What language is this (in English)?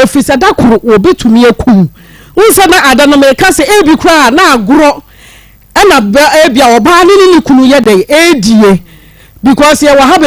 Akan